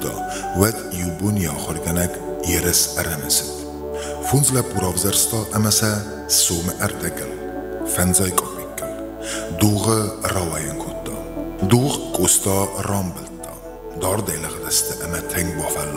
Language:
Ossetic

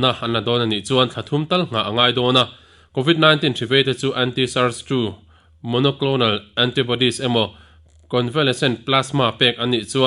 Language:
Mizo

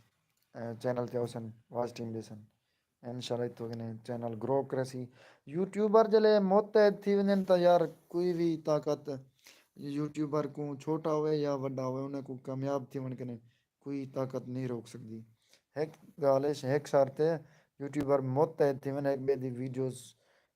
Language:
Saraiki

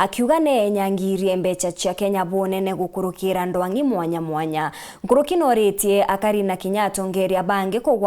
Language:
Meru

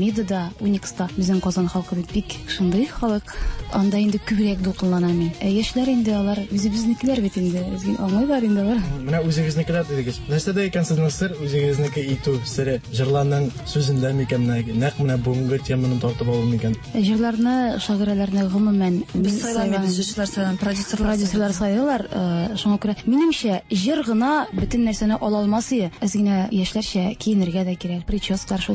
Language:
Tatar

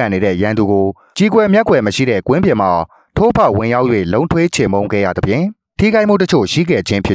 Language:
Burmese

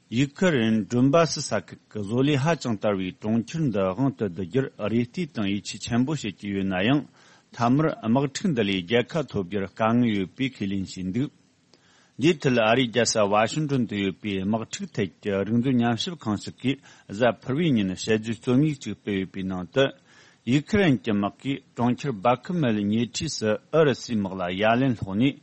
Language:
Tibetan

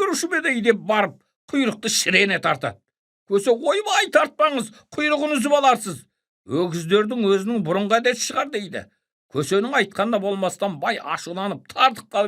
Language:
Kazakh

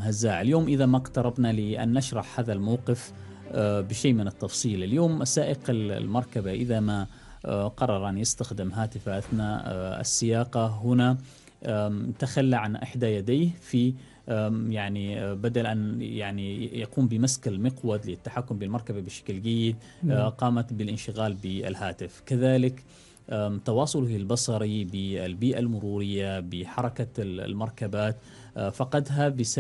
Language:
Arabic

